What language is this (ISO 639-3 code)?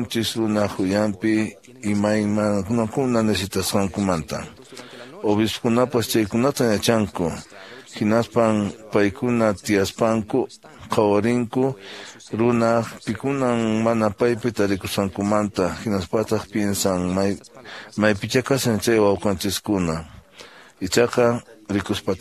que